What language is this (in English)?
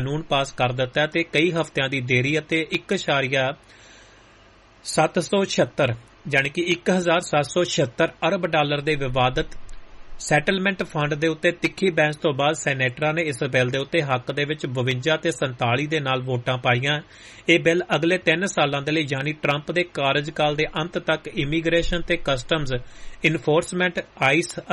Punjabi